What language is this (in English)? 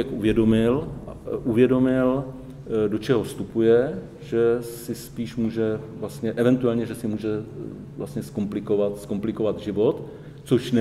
Czech